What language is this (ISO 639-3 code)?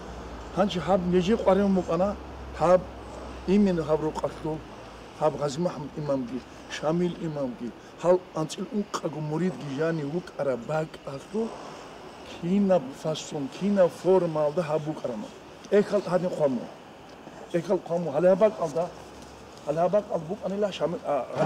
ava